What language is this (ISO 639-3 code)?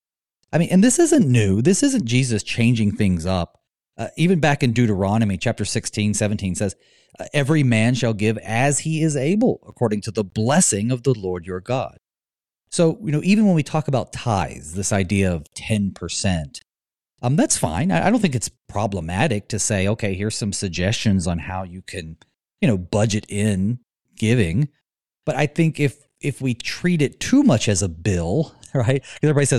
eng